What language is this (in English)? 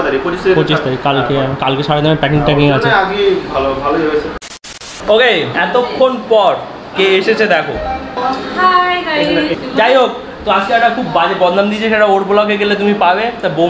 Bangla